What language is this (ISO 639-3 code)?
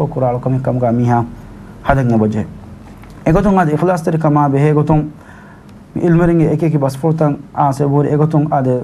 div